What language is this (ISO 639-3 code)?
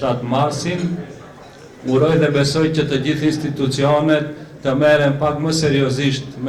sqi